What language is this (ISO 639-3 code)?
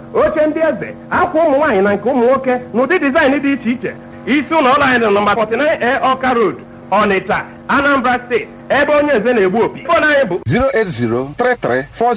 ibo